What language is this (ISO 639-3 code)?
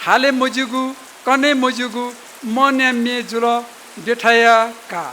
new